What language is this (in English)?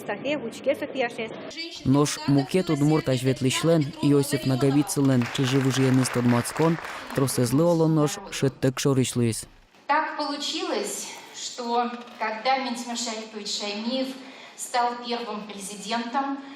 Udmurt